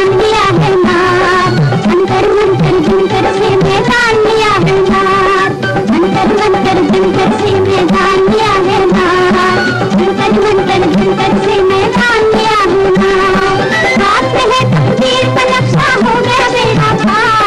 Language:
Hindi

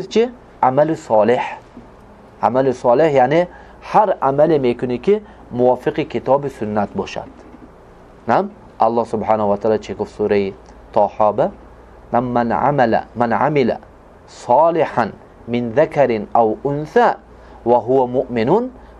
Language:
Tajik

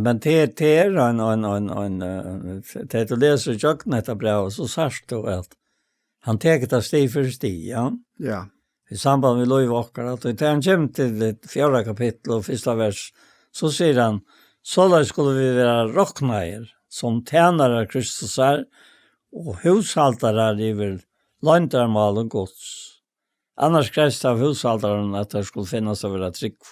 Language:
Faroese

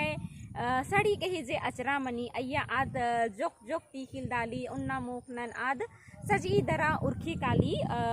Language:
Kurukh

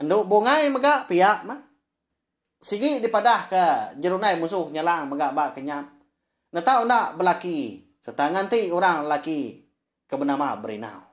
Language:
Iban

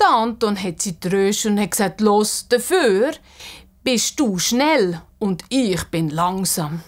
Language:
Swiss German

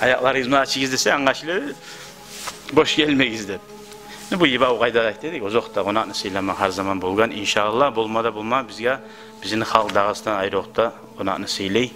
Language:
Kumyk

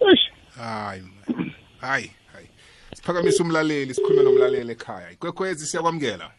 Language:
South Ndebele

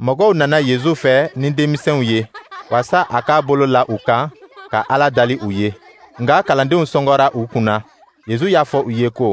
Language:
Dyula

